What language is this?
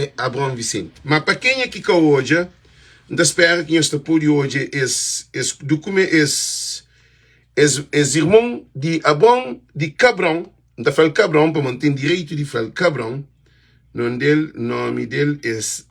Kabuverdianu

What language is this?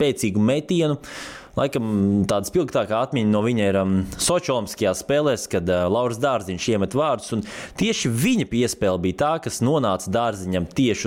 Latvian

